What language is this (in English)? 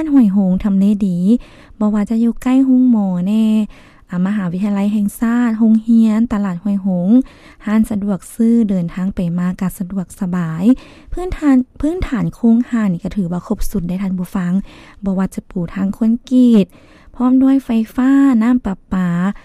Lao